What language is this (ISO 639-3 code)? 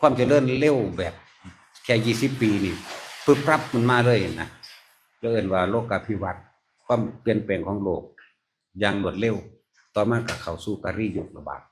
tts